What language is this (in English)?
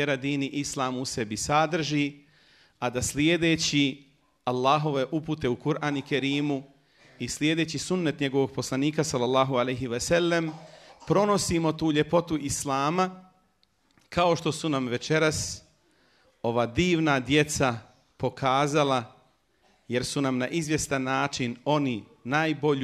Bosnian